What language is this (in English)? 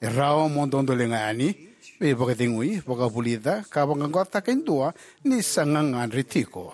Fijian